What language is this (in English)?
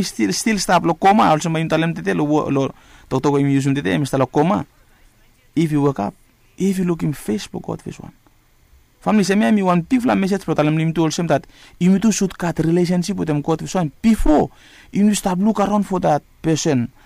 Bislama